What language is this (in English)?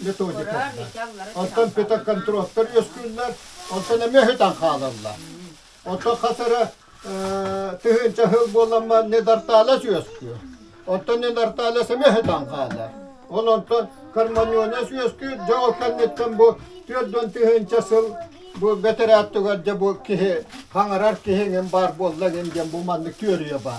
Yakut